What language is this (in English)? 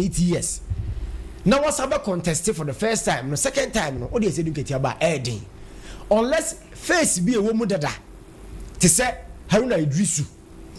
Akan